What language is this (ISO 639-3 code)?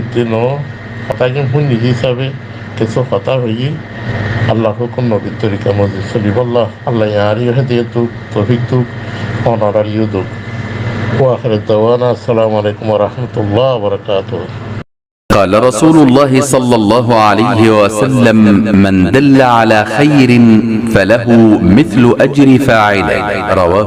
rhg